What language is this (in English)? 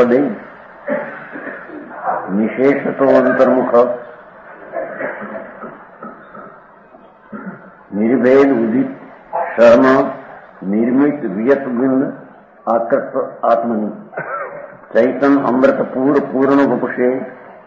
Gujarati